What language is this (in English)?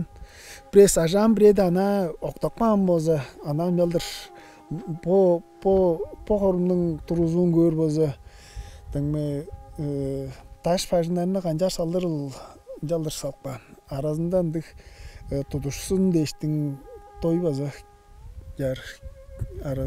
Tuvinian